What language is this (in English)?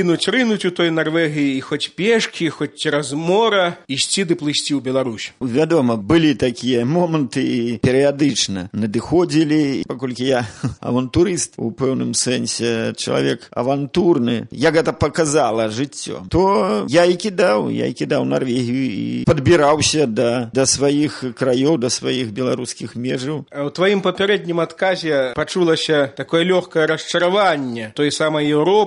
Belarusian